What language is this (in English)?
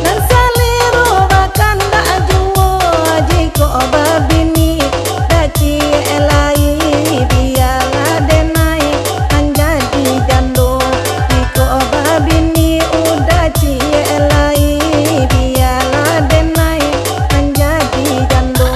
Minangkabau